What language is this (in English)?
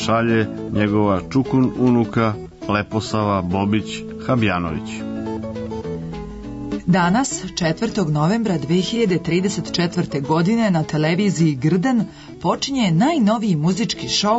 Serbian